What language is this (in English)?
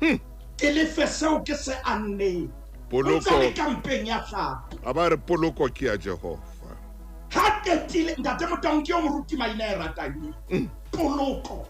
Southern Sotho